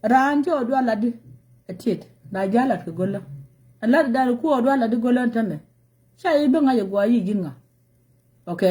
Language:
Nuer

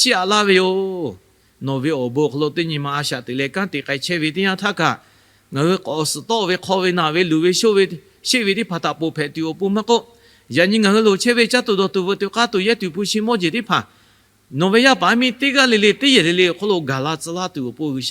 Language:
Lahu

